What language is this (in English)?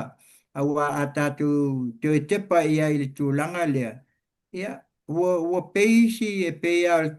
Samoan